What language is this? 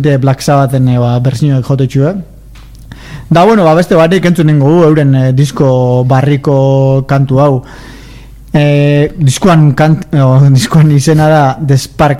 Basque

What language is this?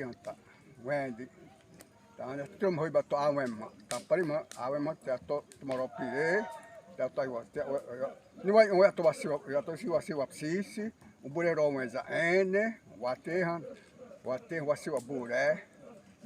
Xavánte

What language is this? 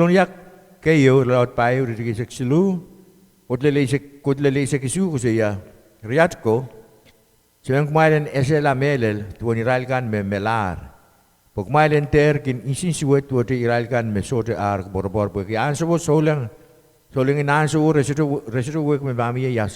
Pohnpeian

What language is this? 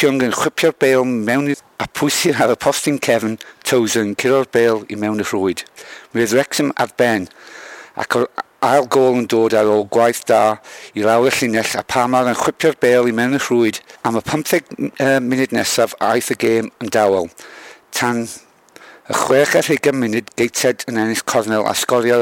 Welsh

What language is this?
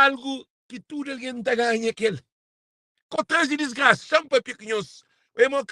Kabuverdianu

